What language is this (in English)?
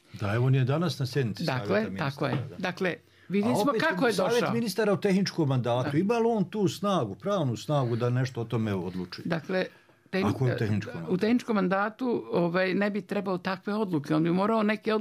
Bosnian